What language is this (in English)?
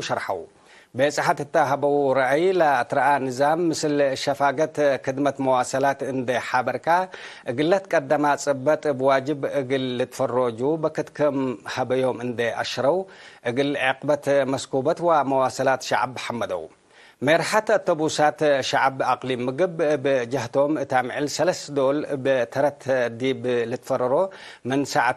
Tigre